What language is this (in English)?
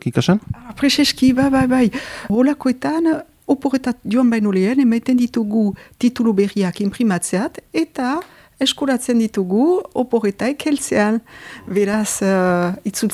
Basque